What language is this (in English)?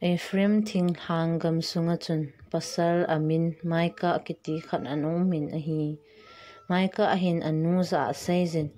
Thado Chin